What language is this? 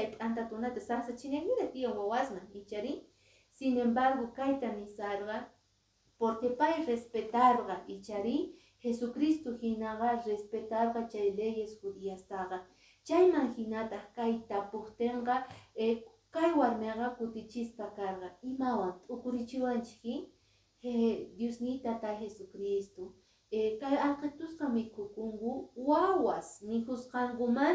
Quechua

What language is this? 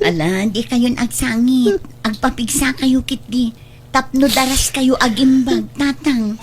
Iloko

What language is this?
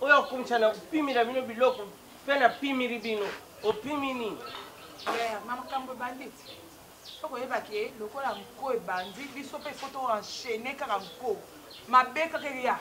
Lingala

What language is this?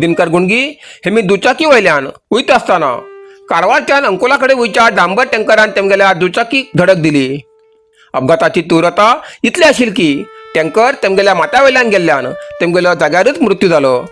Konkani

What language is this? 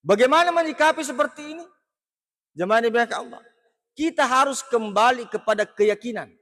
Buginese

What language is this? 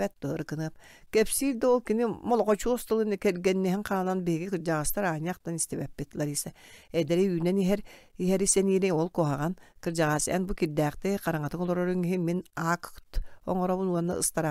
Yakut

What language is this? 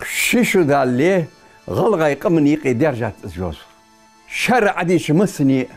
Ingush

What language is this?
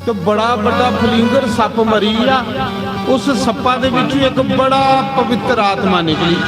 Dogri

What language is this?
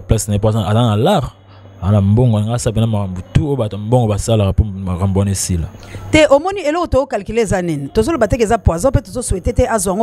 Lingala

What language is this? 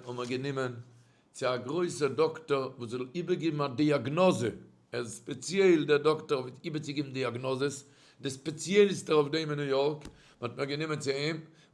Yiddish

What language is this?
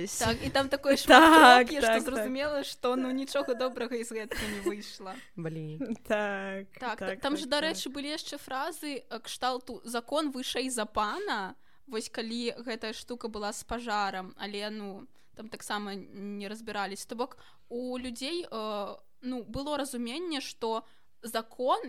Belarusian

